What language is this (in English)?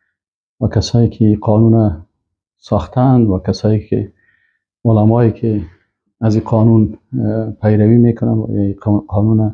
Persian